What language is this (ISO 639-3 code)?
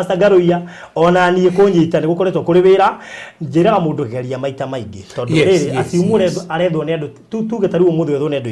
kik